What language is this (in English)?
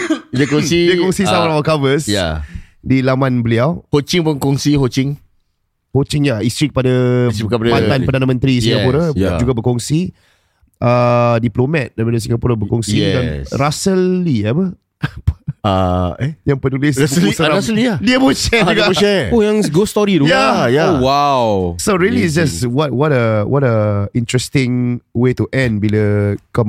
Malay